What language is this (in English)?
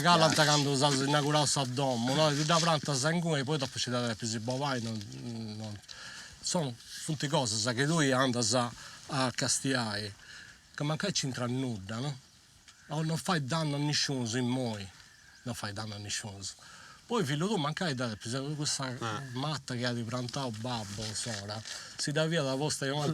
Sardinian